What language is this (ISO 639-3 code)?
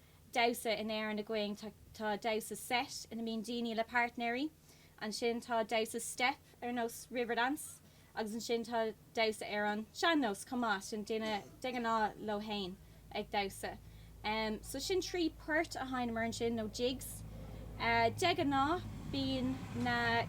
gle